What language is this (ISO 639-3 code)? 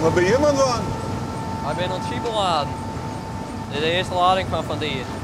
fry